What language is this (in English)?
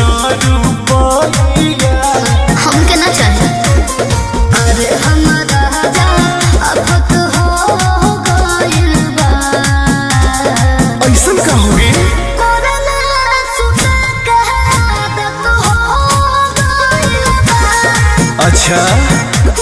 Bhojpuri